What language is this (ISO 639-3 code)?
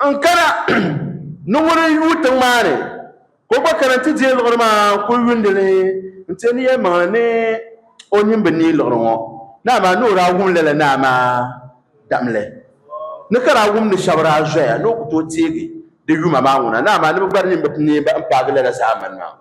dag